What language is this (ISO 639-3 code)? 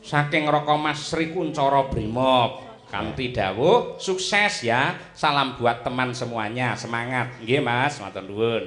jav